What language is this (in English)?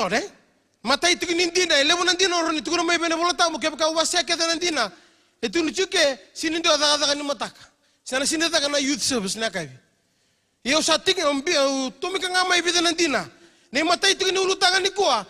Fijian